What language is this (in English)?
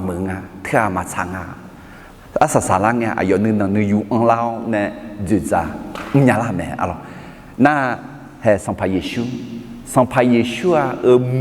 Akha